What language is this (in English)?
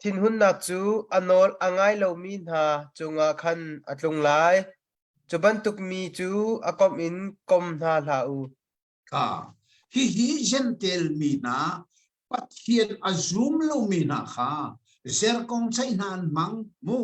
Hakha Chin